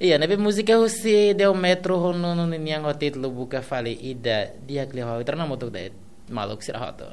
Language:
Tetum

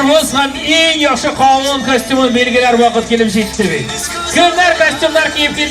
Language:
Tatar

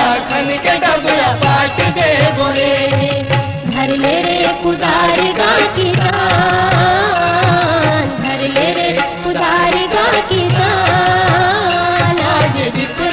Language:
Chhattisgarhi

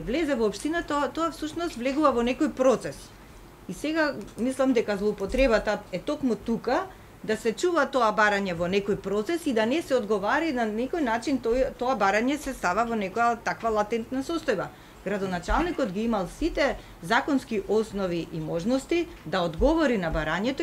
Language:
Macedonian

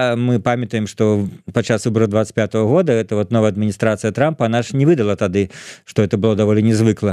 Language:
Belarusian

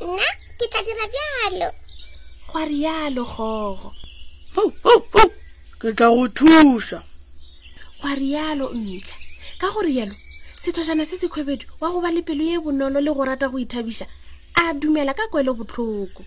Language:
Northern Sotho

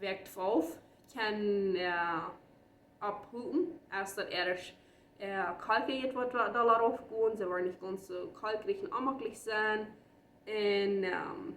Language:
Plautdietsch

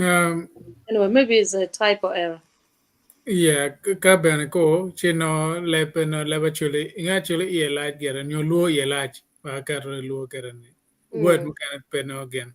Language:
Acoli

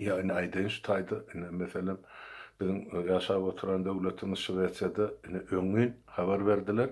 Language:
Turkmen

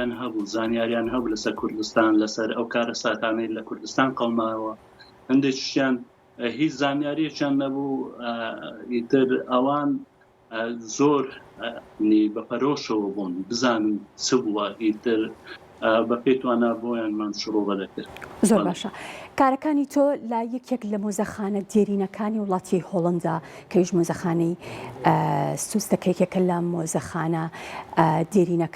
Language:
Central Kurdish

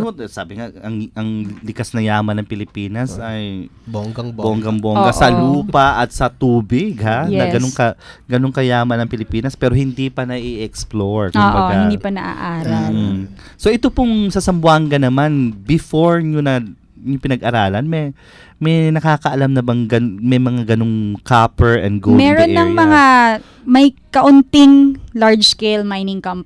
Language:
Filipino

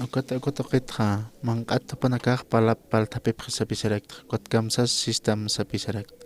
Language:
Aymara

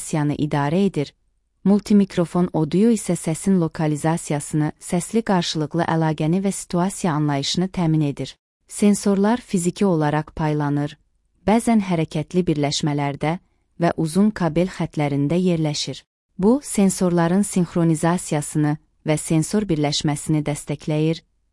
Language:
Azerbaijani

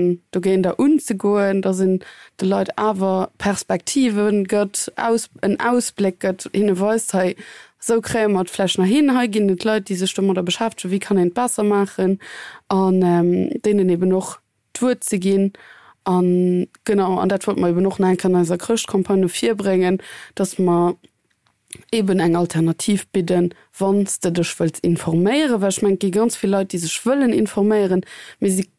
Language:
Luxembourgish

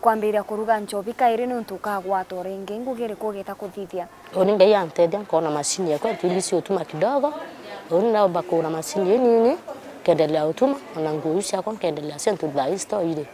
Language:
Meru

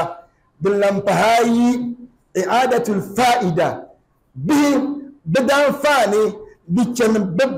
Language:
Dagbani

